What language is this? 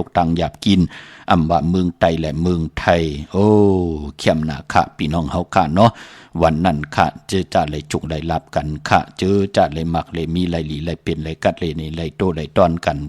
Shan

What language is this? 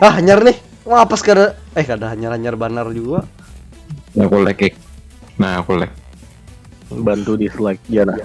Banjar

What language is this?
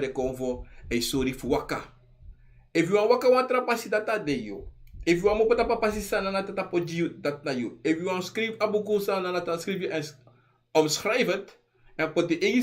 Sranan Tongo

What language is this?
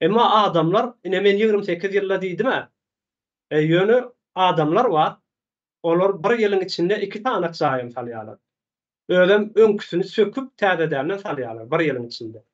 Turkmen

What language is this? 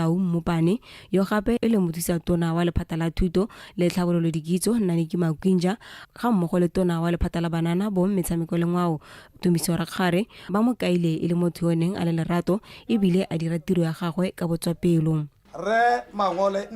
Tswana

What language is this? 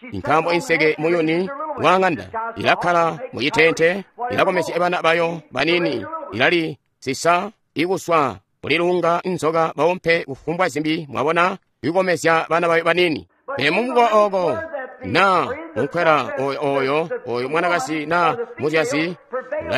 Tonga (Zambia)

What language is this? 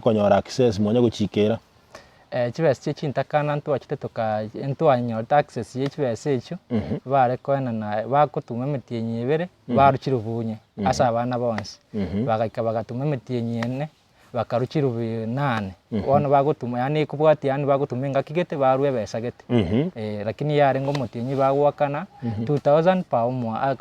Gusii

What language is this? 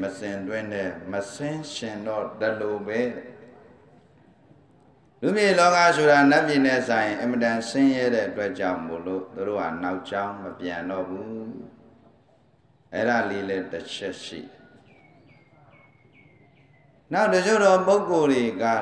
Burmese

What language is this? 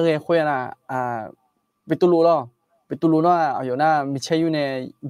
Akha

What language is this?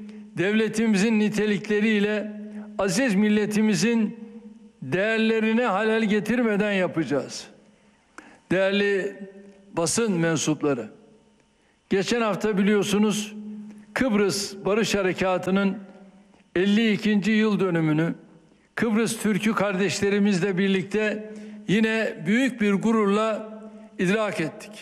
Turkish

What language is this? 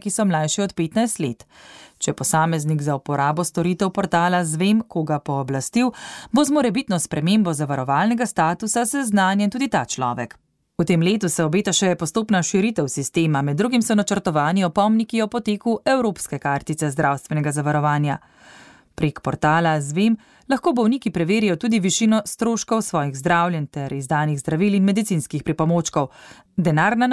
Slovenian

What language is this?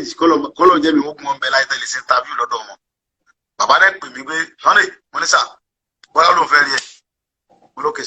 Yoruba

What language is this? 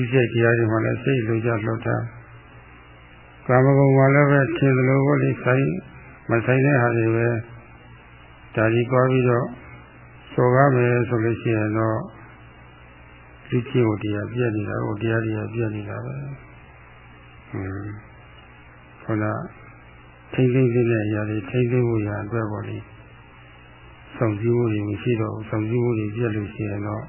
Burmese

